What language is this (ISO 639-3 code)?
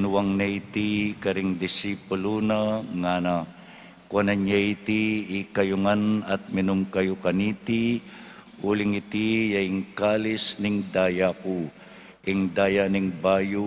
pam